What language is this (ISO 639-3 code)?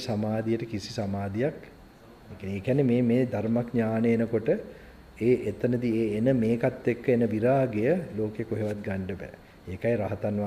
sin